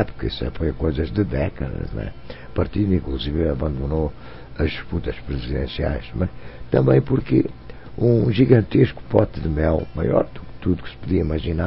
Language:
Portuguese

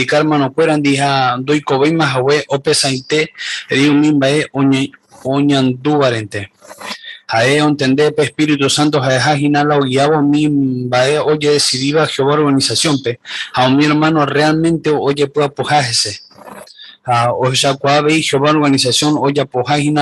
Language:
Guarani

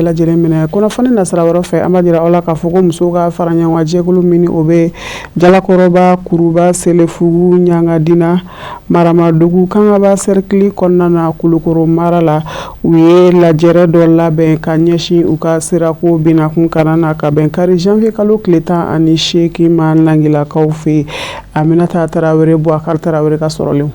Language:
Bambara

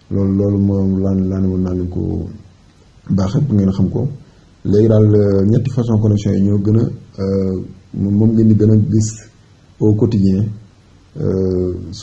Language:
Wolof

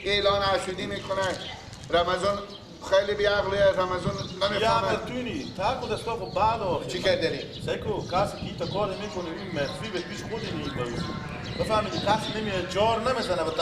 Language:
Persian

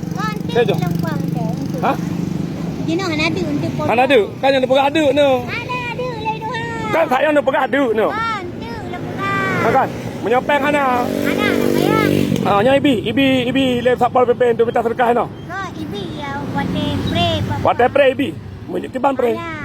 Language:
Achinese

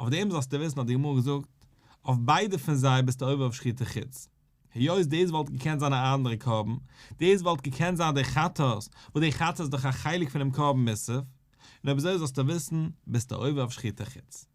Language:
Yiddish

